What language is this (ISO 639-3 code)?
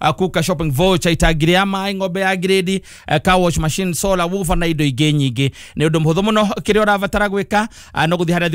kik